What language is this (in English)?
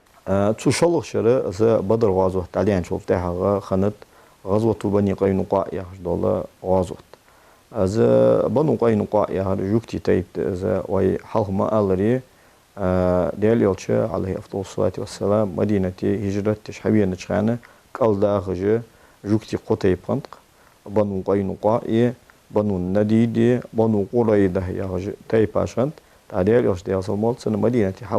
Ingush